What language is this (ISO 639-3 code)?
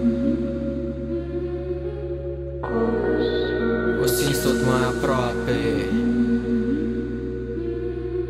ron